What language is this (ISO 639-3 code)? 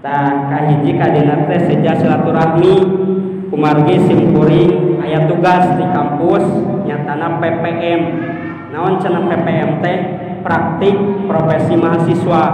sun